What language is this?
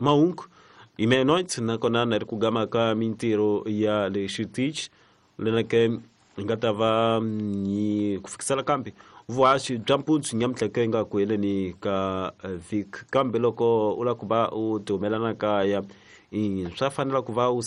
Tsonga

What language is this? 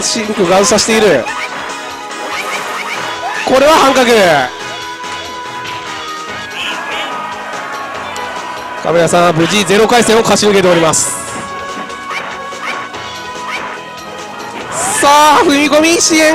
Japanese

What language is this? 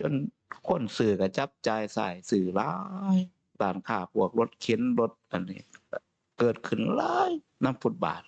Northeastern Thai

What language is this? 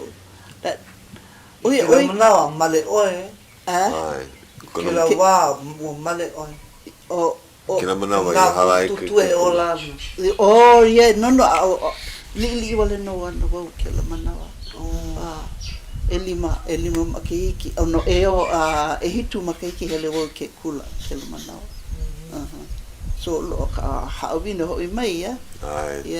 Hawaiian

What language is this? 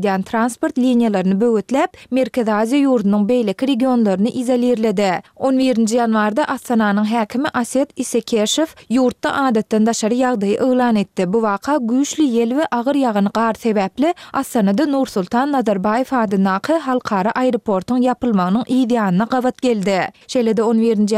Turkmen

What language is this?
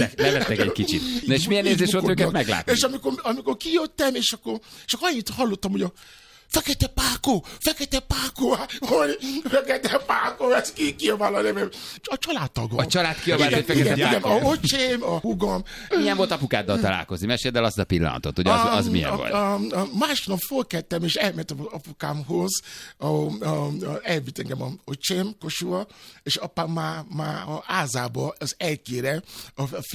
Hungarian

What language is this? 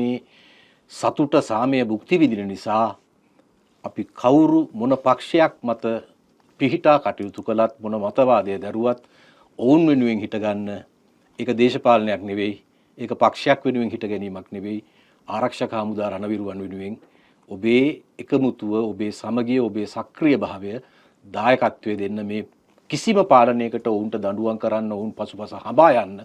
Sinhala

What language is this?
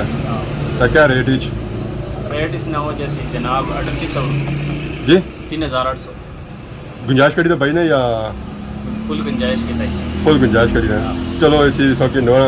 Pahari-Potwari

